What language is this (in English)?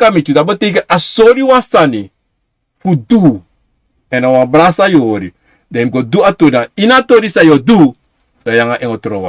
Sranan Tongo